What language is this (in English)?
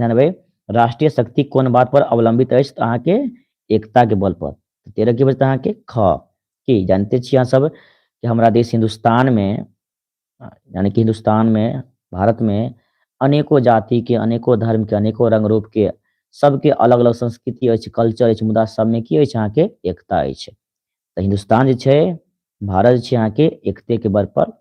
Maithili